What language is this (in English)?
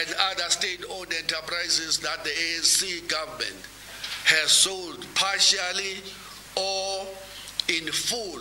English